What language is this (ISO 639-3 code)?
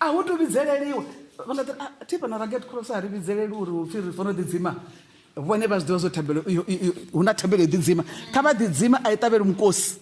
ven